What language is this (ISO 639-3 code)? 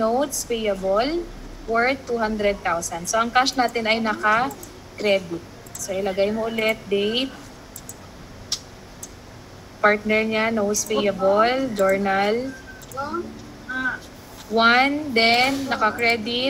fil